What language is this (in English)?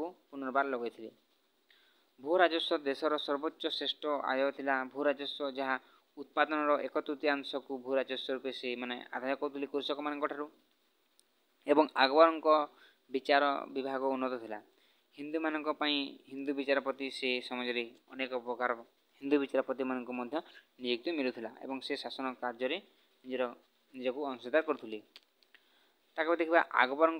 Odia